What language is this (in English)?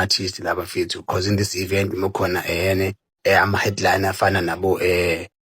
Zulu